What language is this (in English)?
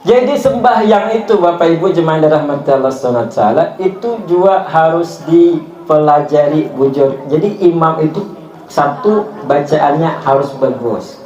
Banjar